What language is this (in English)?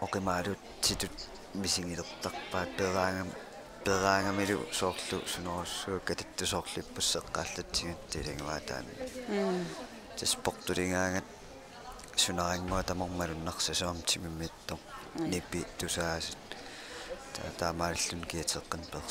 Kalaallisut